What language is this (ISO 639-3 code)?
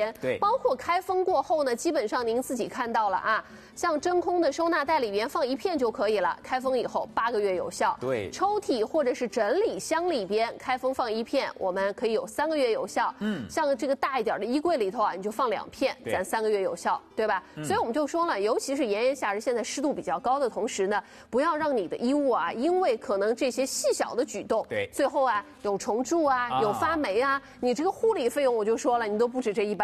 zho